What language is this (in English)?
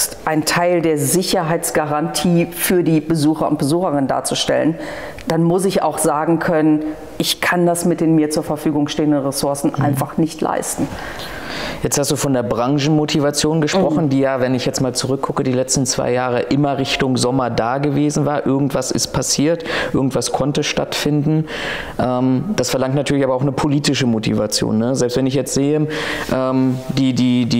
German